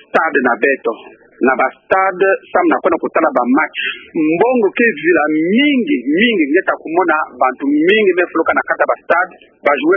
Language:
Kituba (Democratic Republic of Congo)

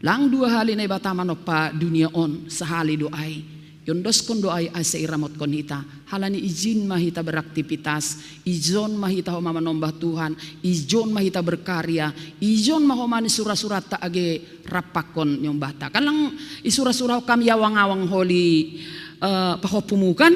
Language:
Batak Simalungun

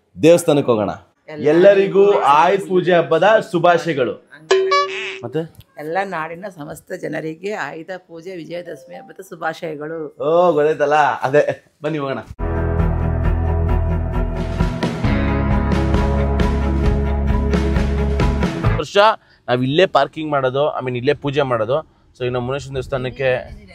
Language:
Kannada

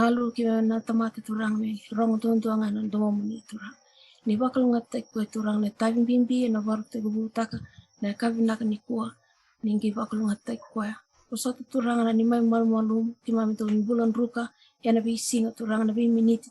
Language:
Fijian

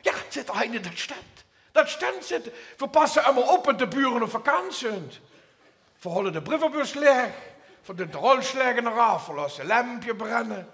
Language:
Limburgish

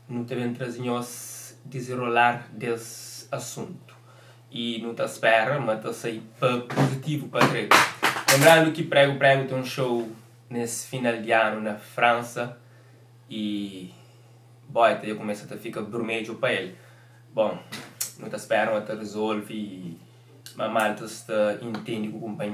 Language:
Kabuverdianu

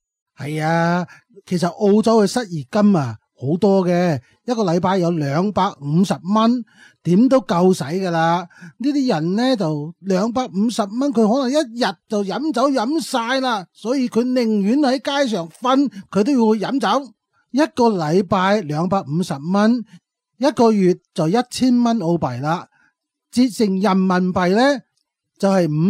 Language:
Cantonese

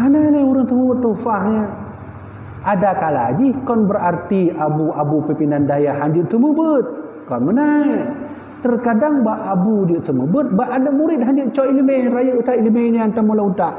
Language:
Achinese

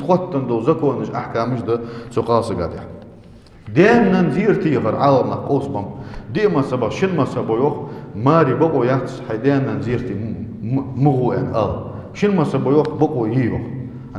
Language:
Ingush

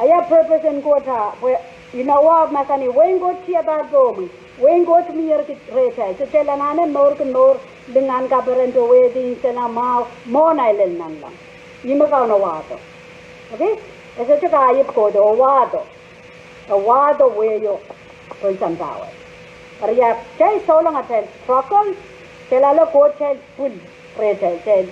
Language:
Pohnpeian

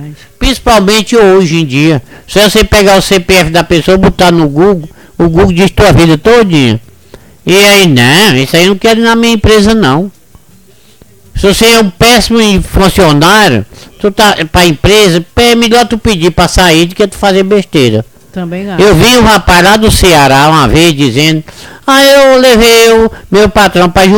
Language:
Portuguese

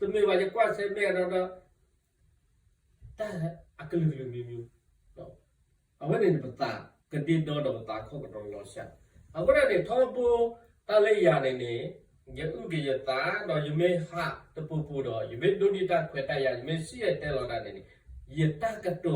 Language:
S'gaw Karen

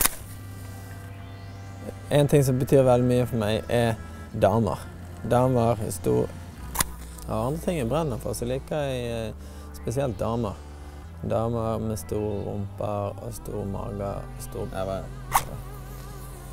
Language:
Norwegian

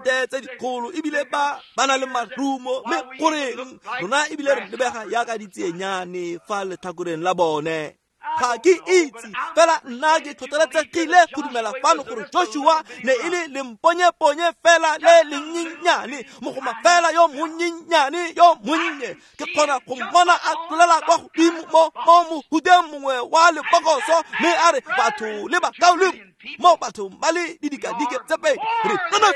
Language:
Tswana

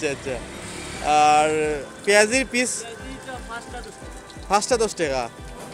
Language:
Sylheti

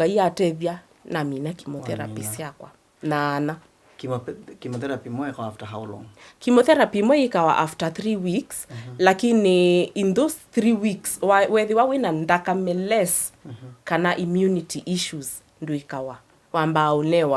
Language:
Kamba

